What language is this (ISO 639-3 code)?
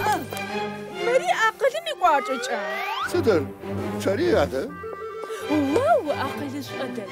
ady